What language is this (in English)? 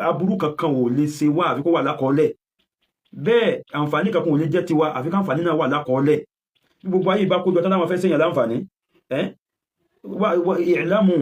Yoruba